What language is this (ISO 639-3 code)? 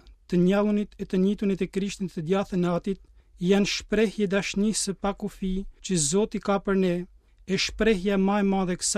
sqi